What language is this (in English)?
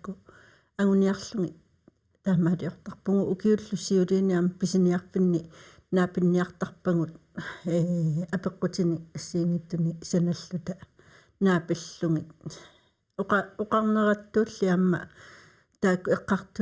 Kalaallisut